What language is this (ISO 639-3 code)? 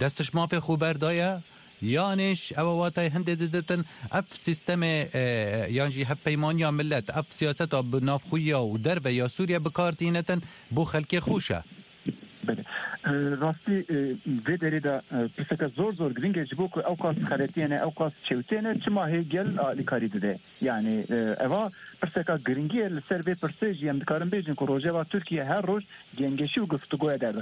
kur